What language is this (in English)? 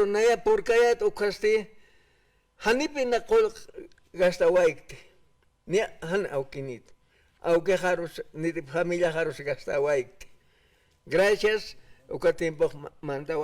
Aymara